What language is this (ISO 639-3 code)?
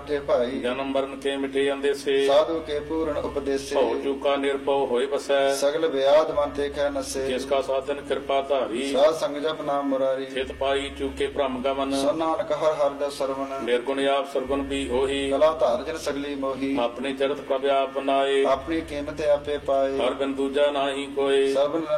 pan